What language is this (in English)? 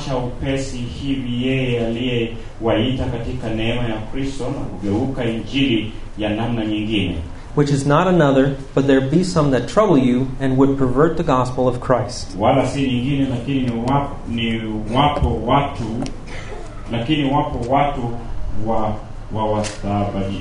Swahili